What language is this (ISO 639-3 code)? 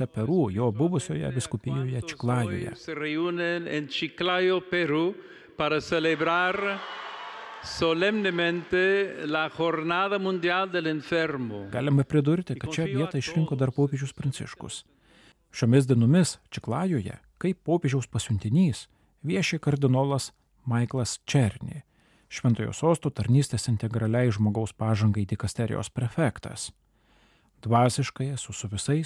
lit